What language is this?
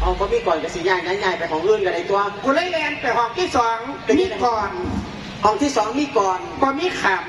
Northeastern Thai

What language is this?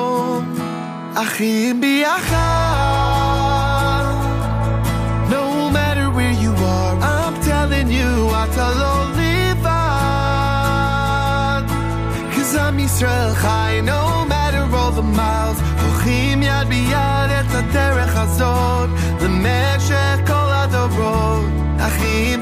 Hebrew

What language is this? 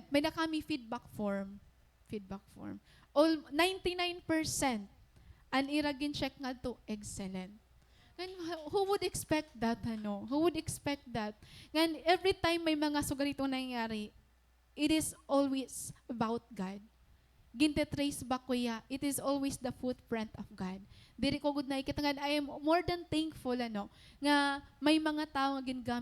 Waray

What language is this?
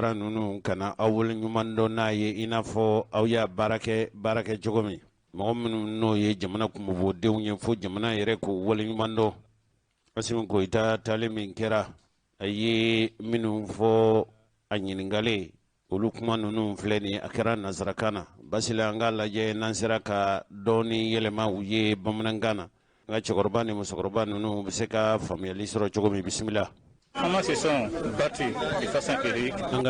Bambara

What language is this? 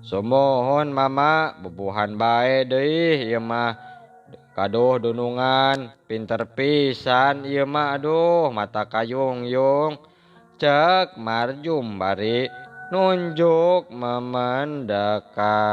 Sundanese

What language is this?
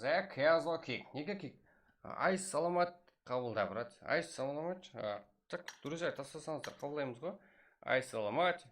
Kara-Kalpak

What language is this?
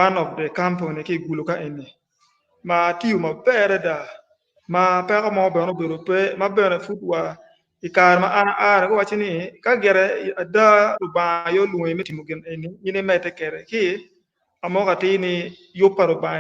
Acoli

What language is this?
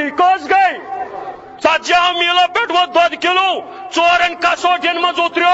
Kashmiri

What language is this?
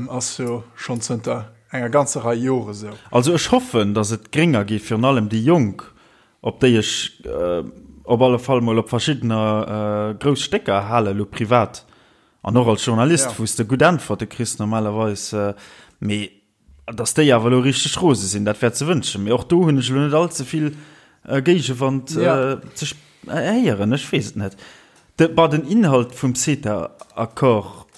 Luxembourgish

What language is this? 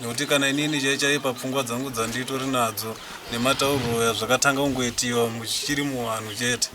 Shona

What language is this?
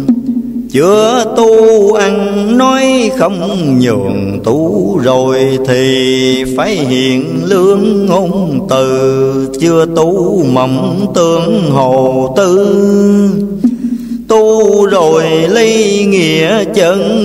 Vietnamese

